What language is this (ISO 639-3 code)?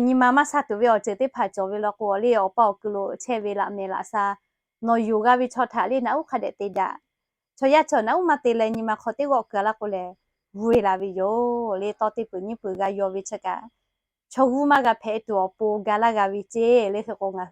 lhu